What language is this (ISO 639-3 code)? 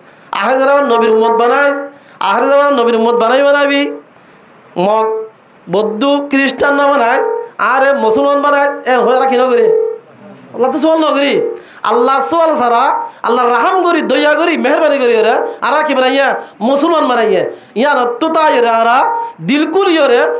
rhg